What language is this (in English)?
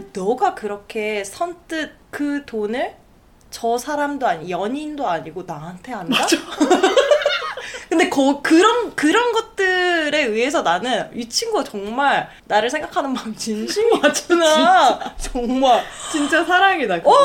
Korean